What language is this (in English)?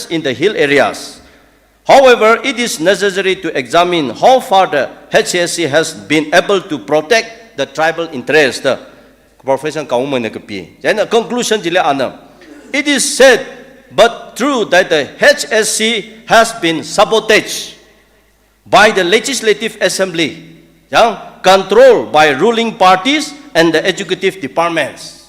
Tangkhul Naga (India)